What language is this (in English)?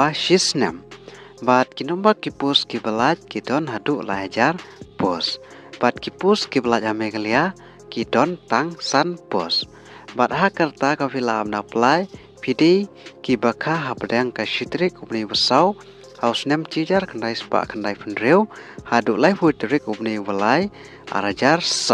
Khasi